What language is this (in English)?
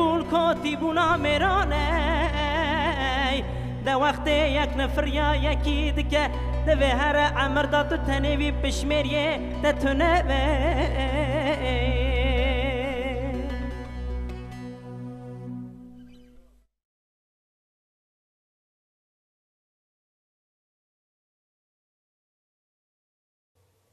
Kurdish